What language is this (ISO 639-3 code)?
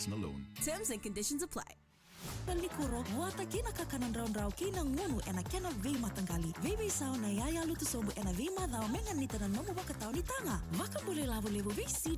fij